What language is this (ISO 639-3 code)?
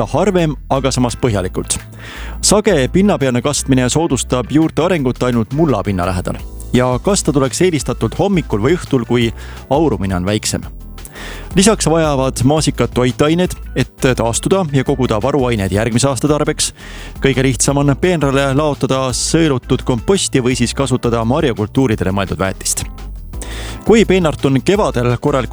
est